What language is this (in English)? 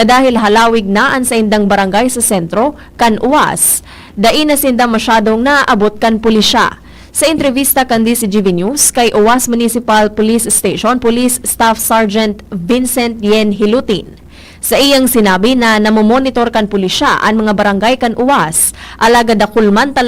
Bikol